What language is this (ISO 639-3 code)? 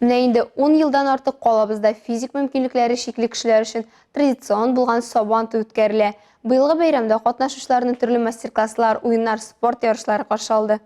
tat